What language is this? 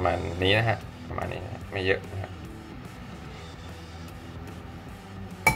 Thai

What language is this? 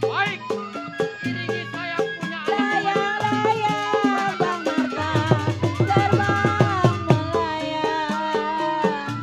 Betawi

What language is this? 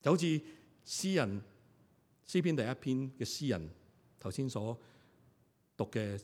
Cantonese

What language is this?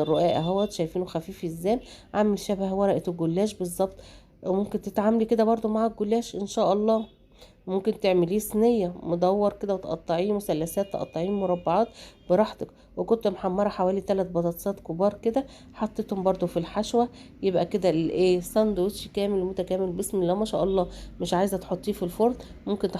Egyptian Arabic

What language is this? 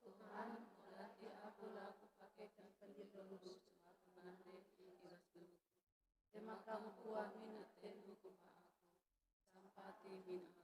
Batak Karo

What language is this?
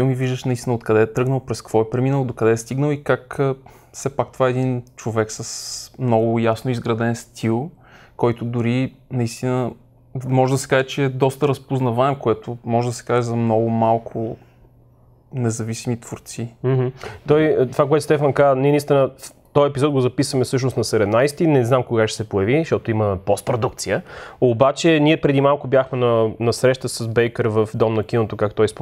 Bulgarian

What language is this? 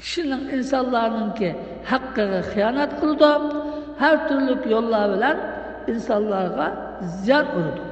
Uyghur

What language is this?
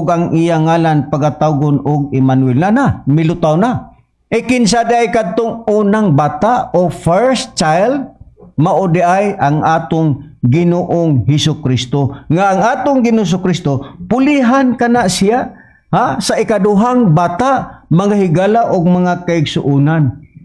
Cebuano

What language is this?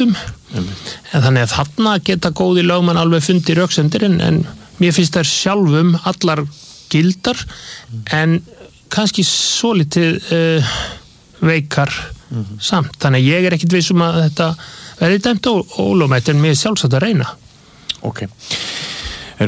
Icelandic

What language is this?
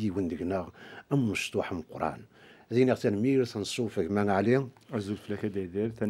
Kabyle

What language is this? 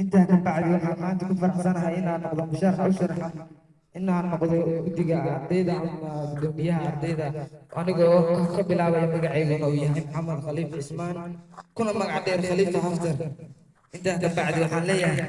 Somali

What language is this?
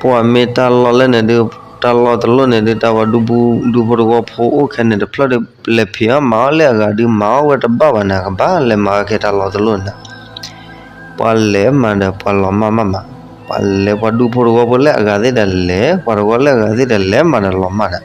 S'gaw Karen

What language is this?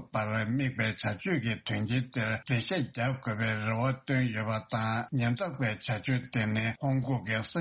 Tibetan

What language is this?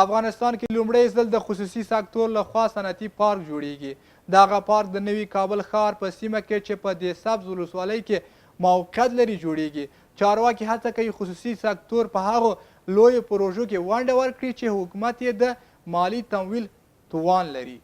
Pashto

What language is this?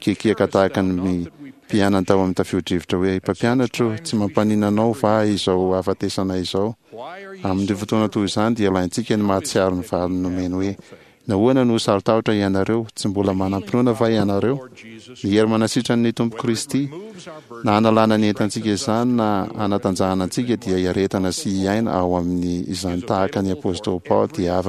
Malagasy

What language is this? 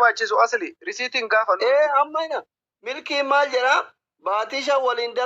Oromo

